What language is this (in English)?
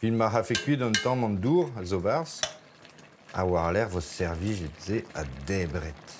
Breton